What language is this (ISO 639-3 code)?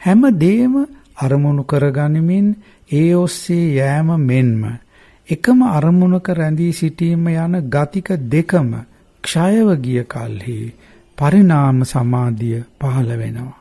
sin